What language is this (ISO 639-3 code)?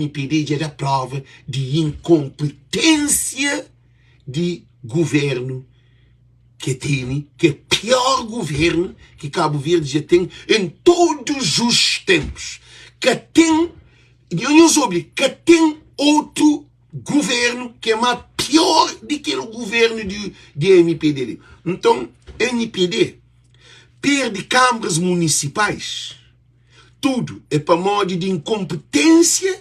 kea